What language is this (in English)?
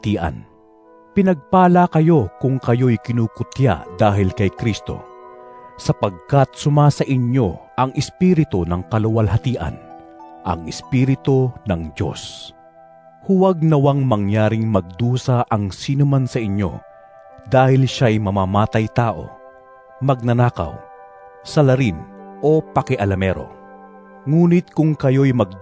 Filipino